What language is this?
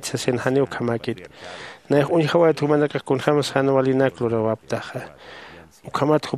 Aymara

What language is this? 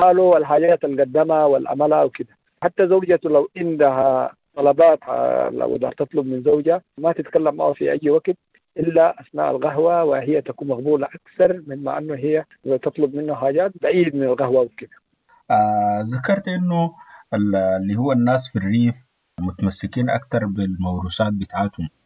Sudanese Arabic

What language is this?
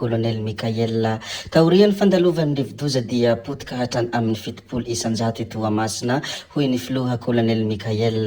Malagasy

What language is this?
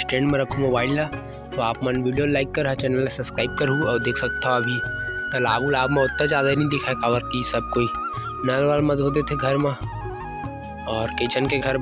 Chhattisgarhi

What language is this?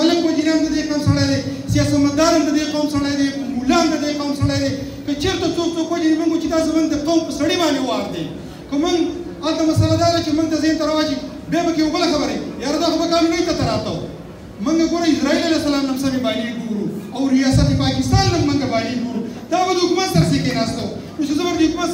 Pashto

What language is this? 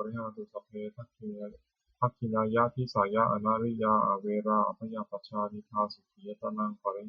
Pali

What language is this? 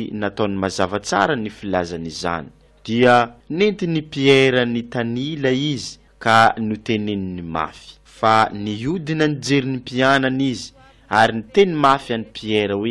Malagasy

